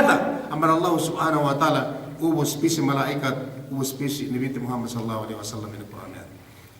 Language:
Yakan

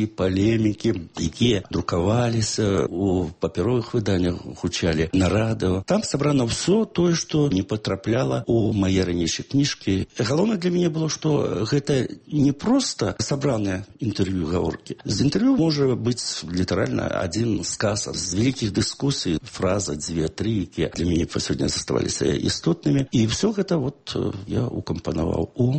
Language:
Belarusian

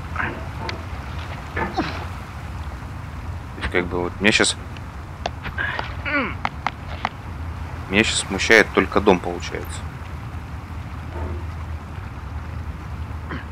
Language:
Russian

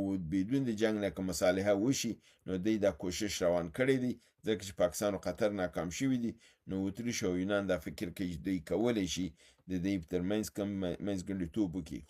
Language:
Pashto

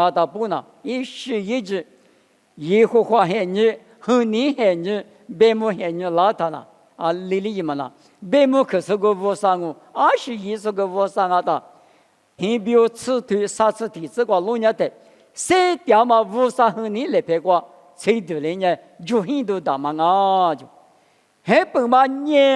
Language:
Lisu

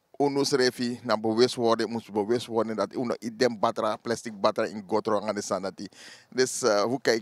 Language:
Sranan Tongo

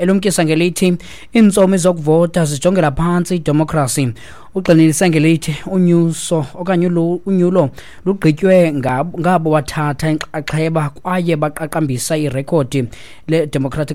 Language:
Xhosa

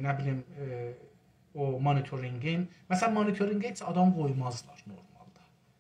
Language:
South Azerbaijani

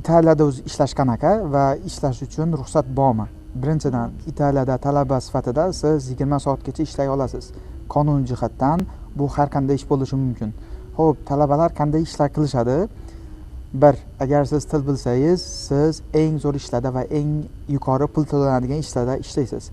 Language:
Uzbek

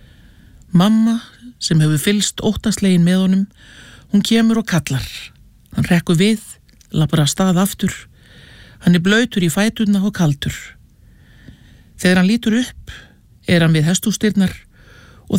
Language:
Icelandic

